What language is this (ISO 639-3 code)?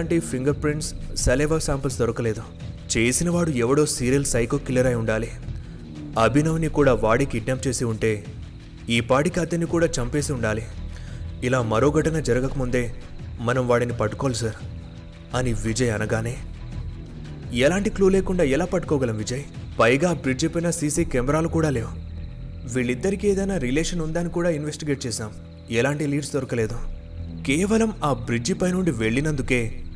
tel